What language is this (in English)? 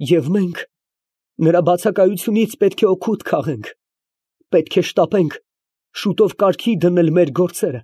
Armenian